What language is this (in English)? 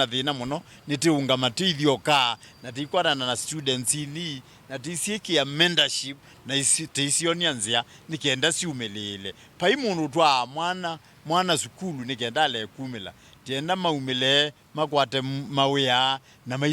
Kamba